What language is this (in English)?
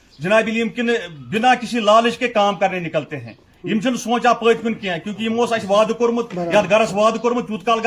Kashmiri